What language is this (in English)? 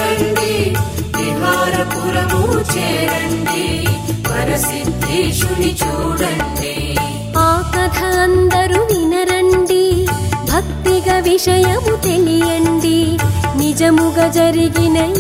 Telugu